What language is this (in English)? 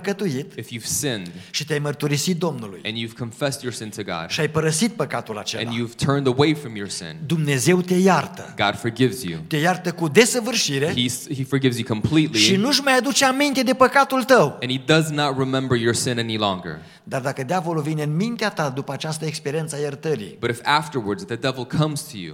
Romanian